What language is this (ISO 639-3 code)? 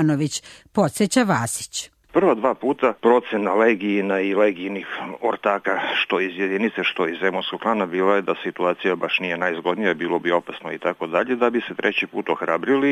srp